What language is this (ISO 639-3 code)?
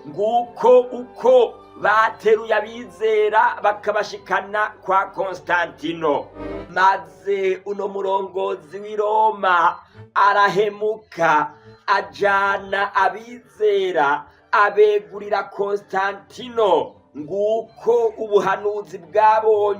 run